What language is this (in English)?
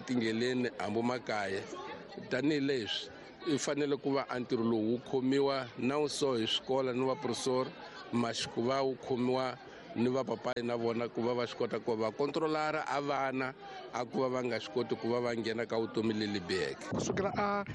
Tsonga